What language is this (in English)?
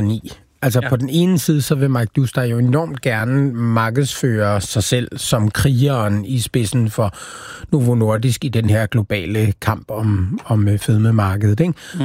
Danish